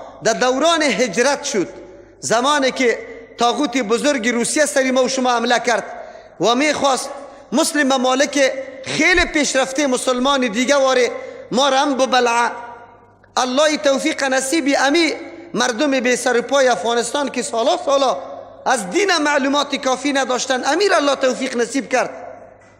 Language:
Persian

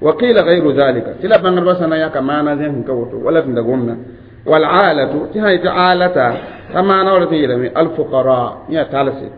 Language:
Mossi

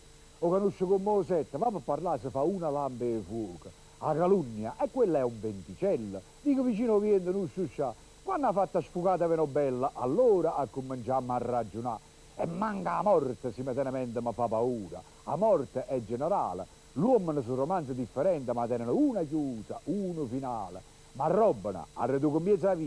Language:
Neapolitan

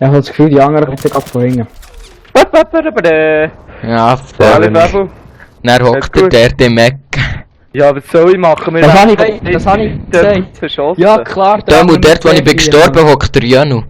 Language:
Swiss German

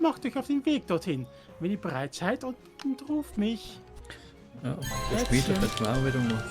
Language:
Swiss German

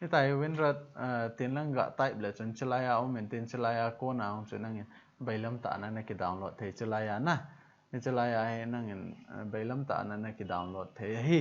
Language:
Thado Chin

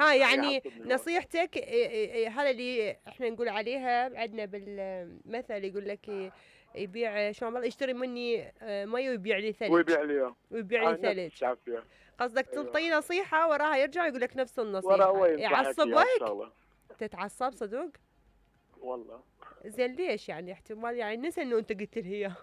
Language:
Mesopotamian Arabic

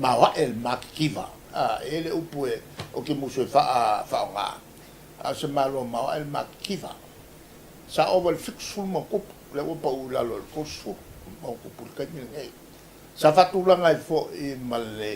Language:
Samoan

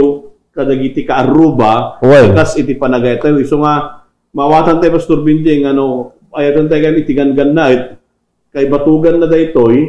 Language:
Iloko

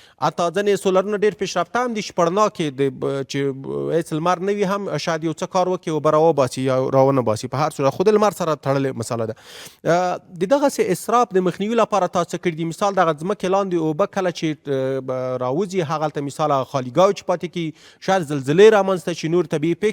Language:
Pashto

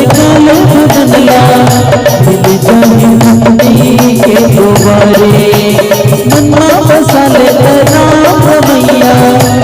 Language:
Chhattisgarhi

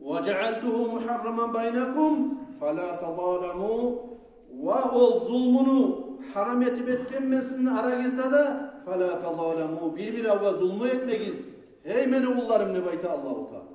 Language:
Kumyk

